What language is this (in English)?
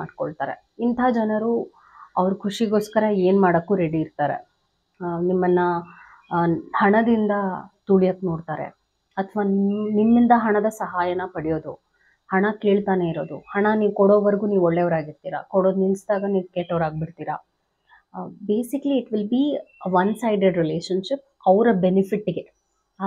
Kannada